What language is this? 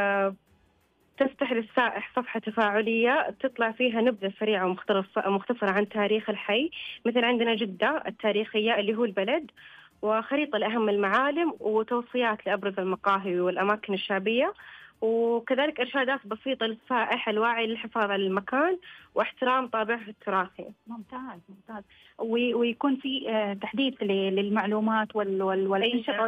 Najdi Arabic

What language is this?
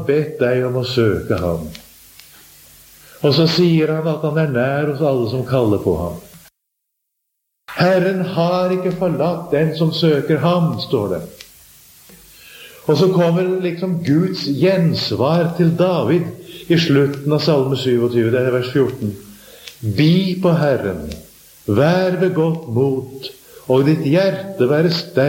Norwegian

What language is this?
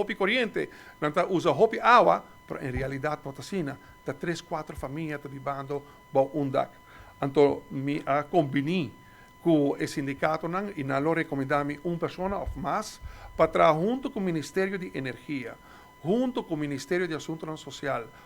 Papiamento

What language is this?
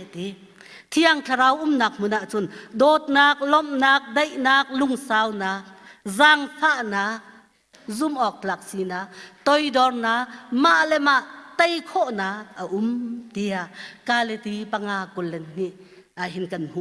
Hakha Chin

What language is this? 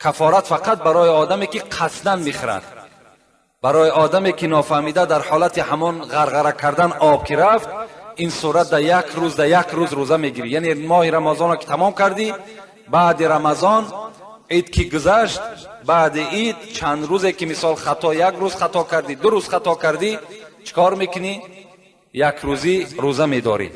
Tajik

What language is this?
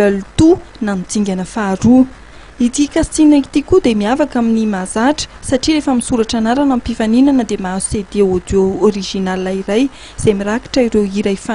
Malagasy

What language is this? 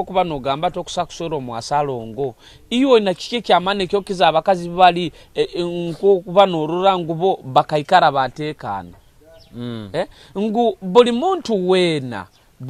Nyoro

